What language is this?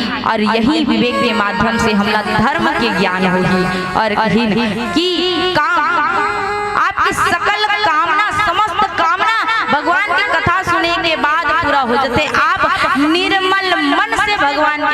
Chhattisgarhi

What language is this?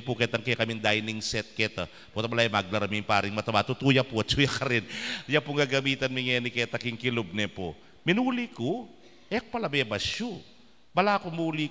Pampanga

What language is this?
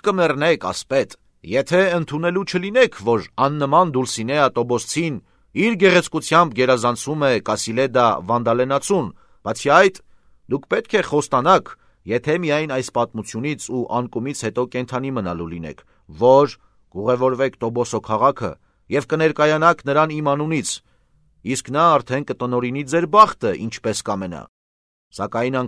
Armenian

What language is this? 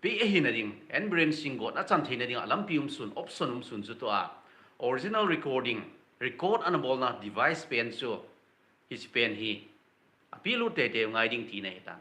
Thado Chin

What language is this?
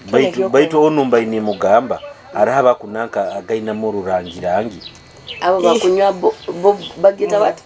Nyoro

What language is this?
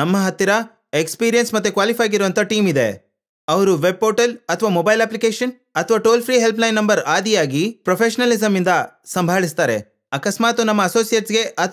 Kannada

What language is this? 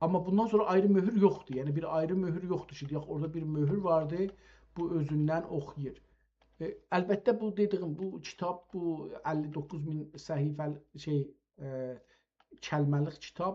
South Azerbaijani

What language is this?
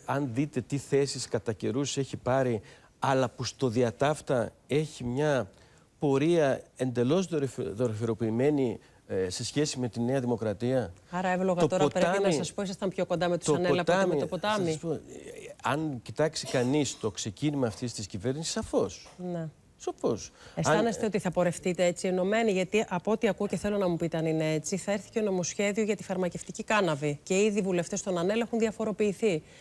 Greek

